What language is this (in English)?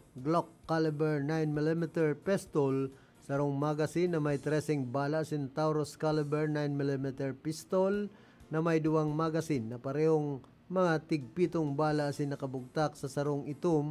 Bikol